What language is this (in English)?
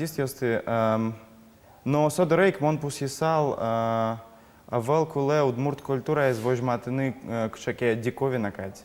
Udmurt